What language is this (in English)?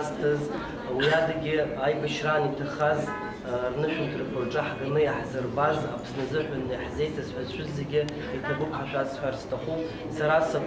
Abkhazian